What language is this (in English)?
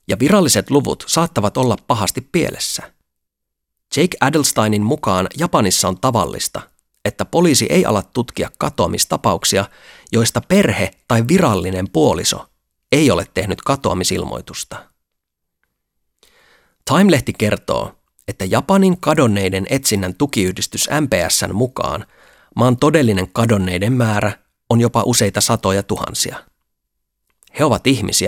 Finnish